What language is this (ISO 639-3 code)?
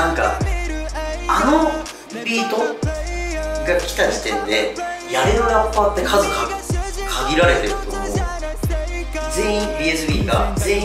jpn